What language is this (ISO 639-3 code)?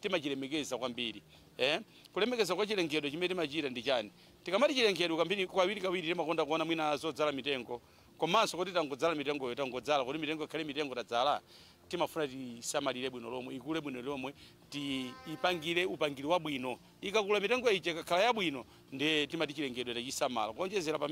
nya